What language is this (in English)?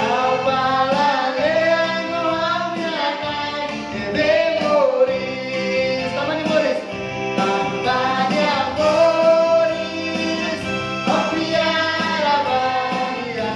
Tetum